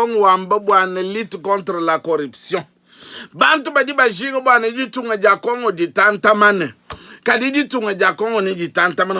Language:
Luba-Lulua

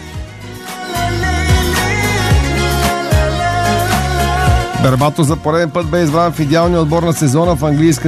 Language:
Bulgarian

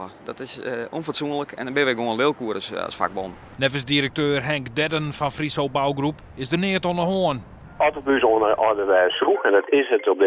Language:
Western Frisian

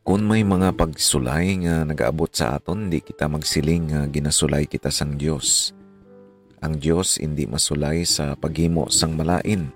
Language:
Hiligaynon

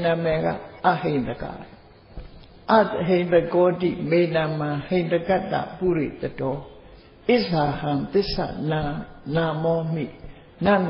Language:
Burmese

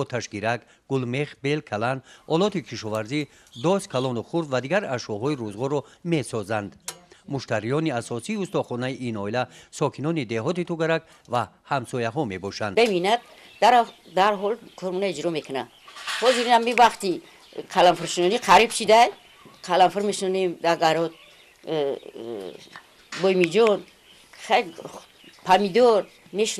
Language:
Tajik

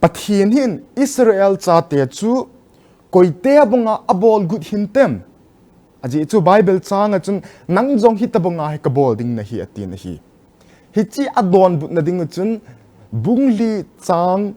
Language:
Thado Chin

